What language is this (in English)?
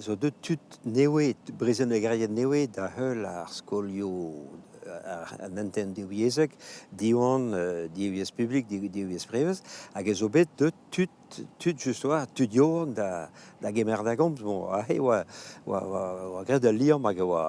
Breton